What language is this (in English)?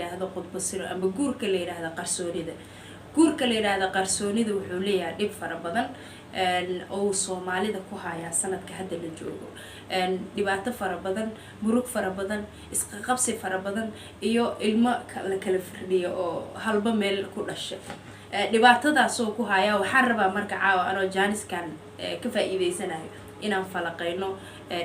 Somali